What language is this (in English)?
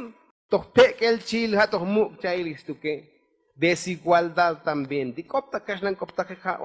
Tzotzil